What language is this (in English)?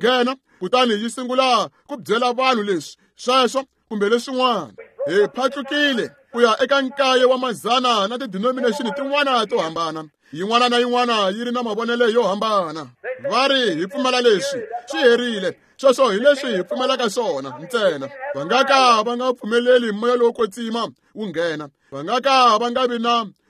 Tsonga